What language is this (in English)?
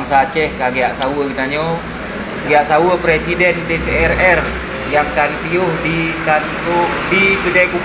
Achinese